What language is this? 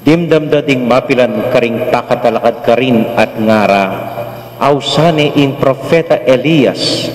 Pampanga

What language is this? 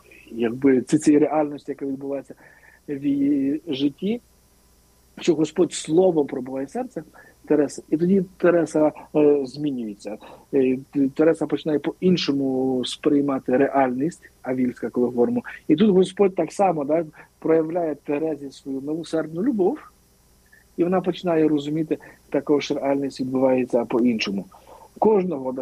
Ukrainian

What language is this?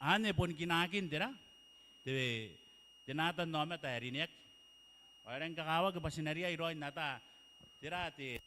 Gilbertese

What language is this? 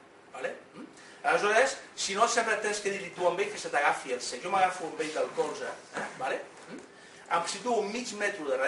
Catalan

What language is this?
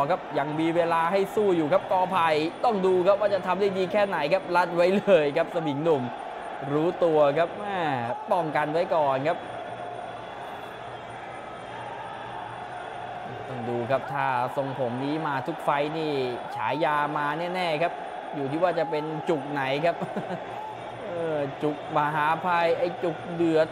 Thai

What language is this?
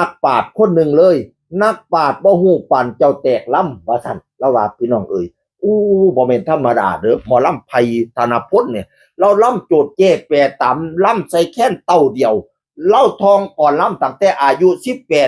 Northeastern Thai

